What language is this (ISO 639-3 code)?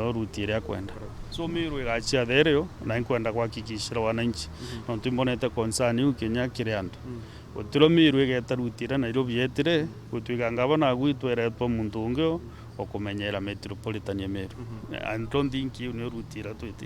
mer